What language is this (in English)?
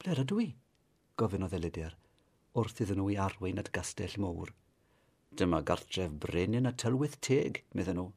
Welsh